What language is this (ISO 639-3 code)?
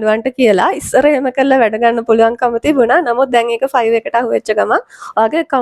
sin